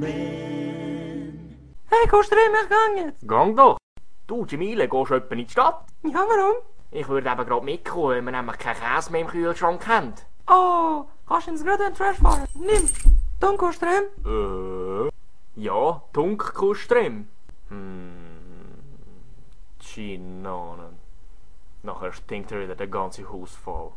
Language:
Swiss German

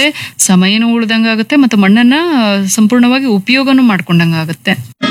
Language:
Kannada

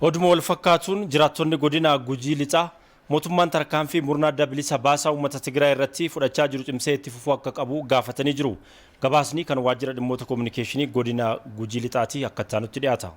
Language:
Oromo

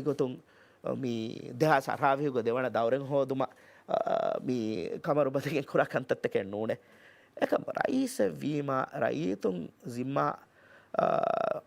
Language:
Divehi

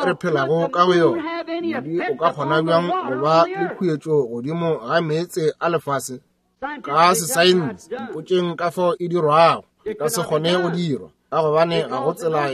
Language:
Northern Sotho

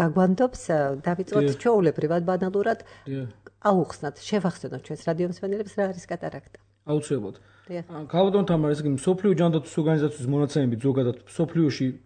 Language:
Georgian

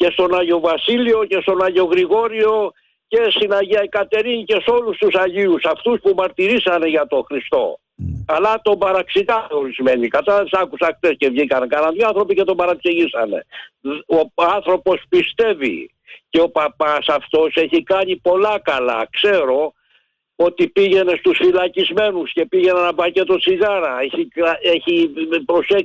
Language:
Greek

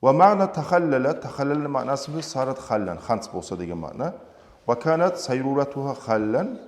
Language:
Kumyk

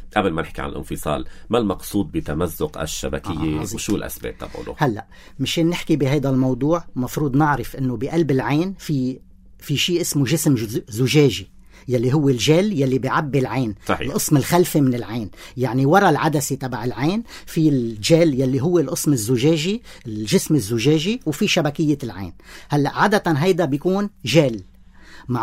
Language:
North Levantine Arabic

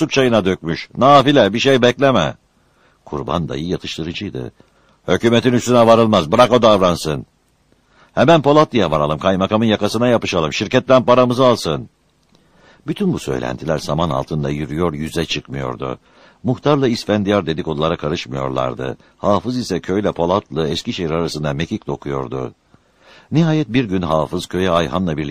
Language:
Turkish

